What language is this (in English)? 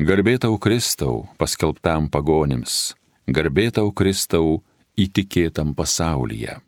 Lithuanian